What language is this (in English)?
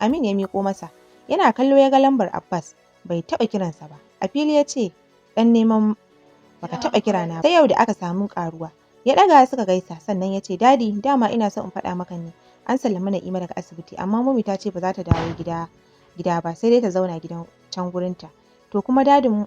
Hausa